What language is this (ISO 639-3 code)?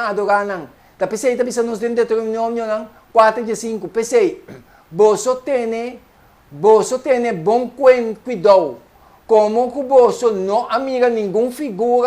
pap